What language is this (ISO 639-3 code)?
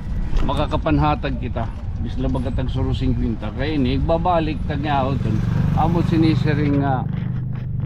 war